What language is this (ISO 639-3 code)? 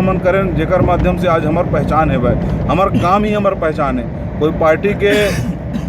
hne